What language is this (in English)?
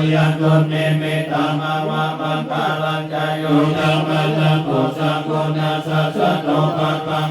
Pali